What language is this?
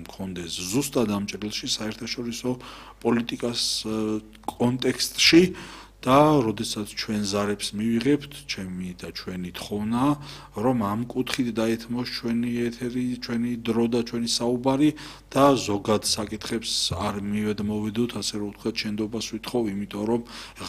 Georgian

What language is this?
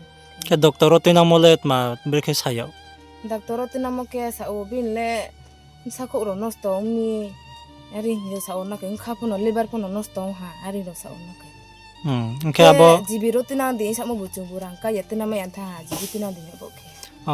Riang (India)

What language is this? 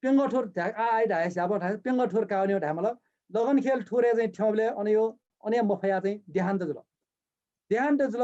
Newari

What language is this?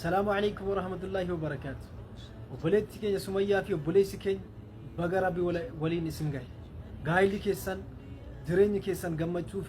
Oromo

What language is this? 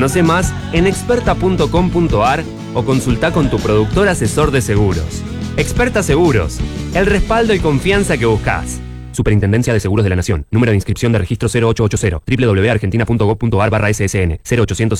Spanish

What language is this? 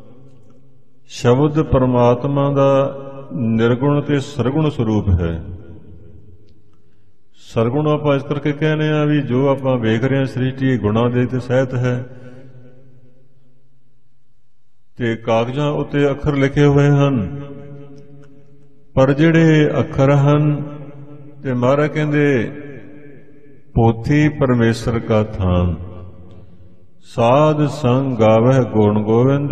Punjabi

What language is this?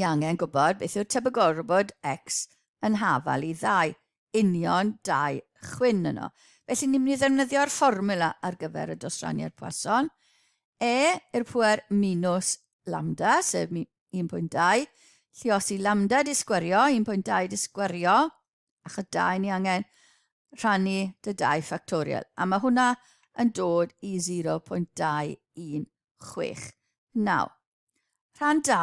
Welsh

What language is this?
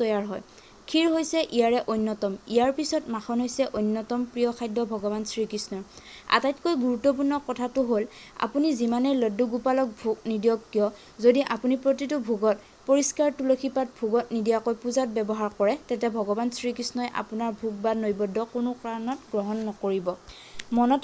Assamese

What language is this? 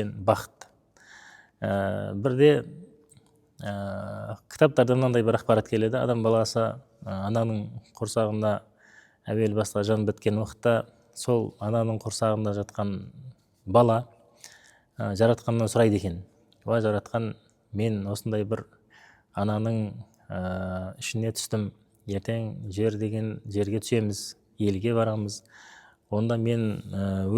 Kazakh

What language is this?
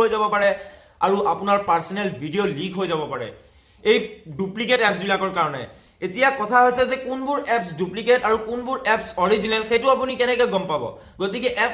Assamese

